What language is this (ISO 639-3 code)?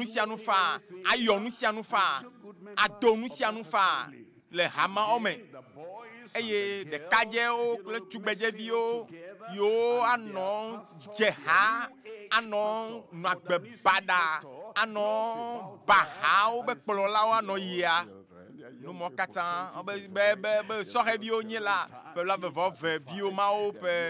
ewe